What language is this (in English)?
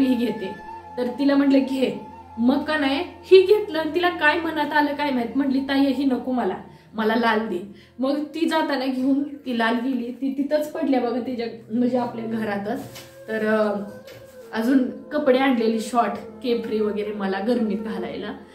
Marathi